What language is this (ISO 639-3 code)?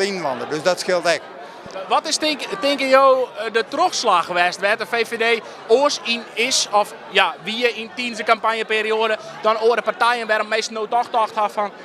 fry